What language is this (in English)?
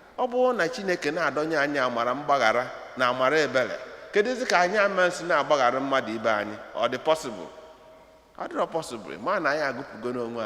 Igbo